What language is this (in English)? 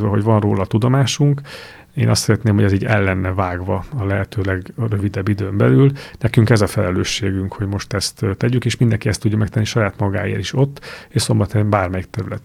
Hungarian